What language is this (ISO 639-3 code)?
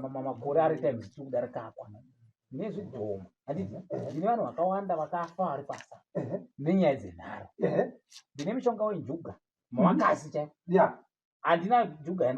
sna